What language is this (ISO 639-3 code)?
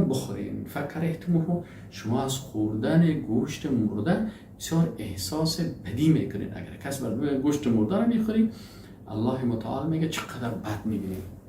fas